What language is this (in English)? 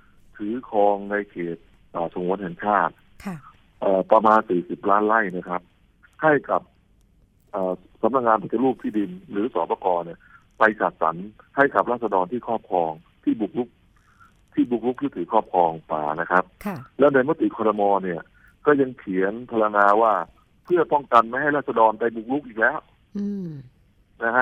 Thai